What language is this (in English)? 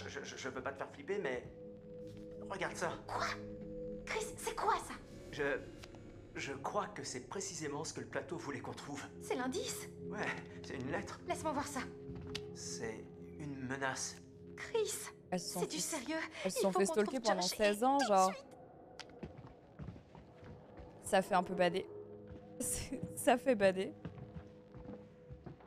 French